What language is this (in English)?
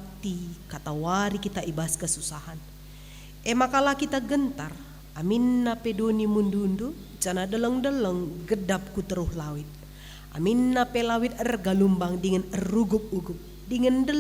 Batak Karo